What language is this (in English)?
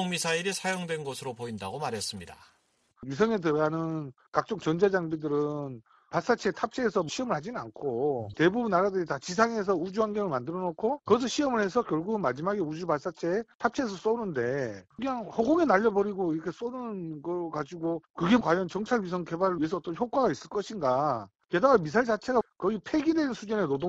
Korean